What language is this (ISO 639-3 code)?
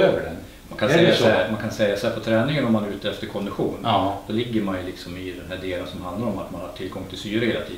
swe